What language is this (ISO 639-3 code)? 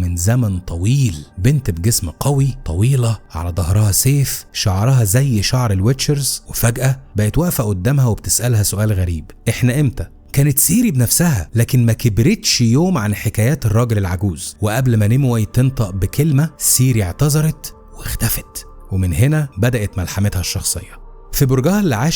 arz